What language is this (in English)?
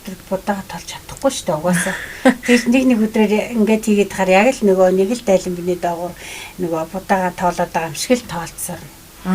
Mongolian